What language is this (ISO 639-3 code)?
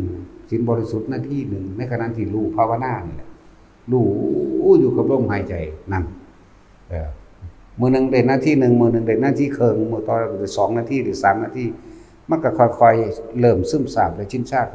tts